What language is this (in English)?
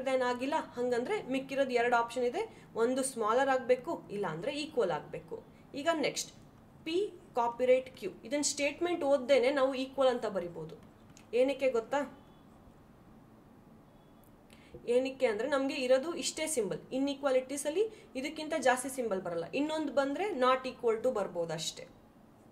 Kannada